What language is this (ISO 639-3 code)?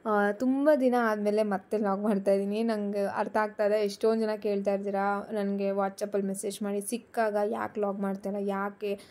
kan